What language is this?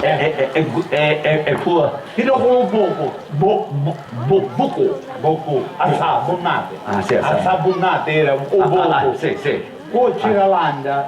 Sicilian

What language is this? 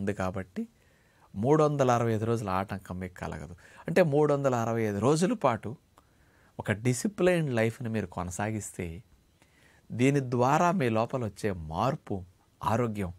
Telugu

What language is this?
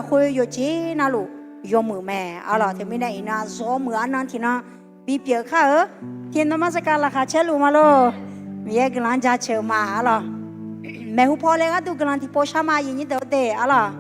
Akha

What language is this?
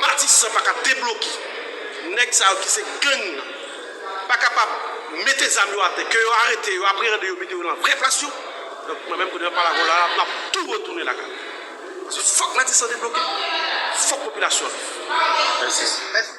Haitian Creole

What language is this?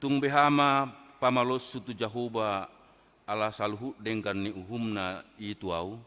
Batak Toba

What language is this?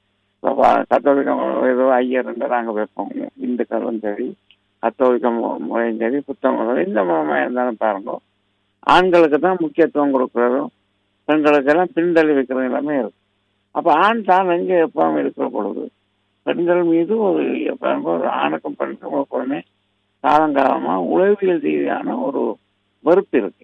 Tamil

